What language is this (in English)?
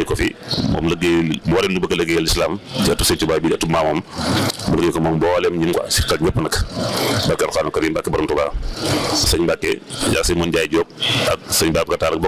Wolof